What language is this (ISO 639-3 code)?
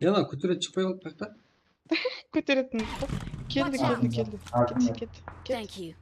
kaa